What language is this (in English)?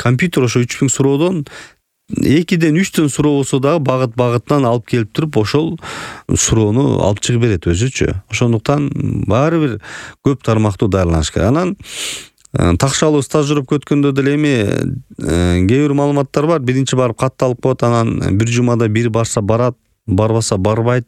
Kyrgyz